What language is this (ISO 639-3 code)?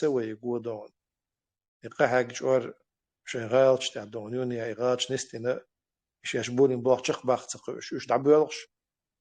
che